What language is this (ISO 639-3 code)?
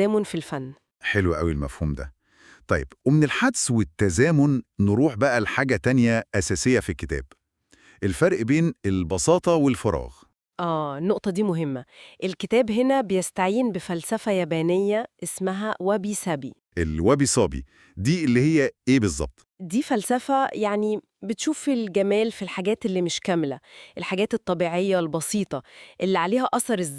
arz